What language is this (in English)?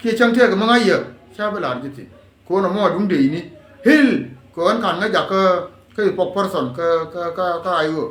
Nuer